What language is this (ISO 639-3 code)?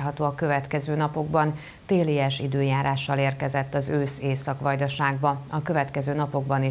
hun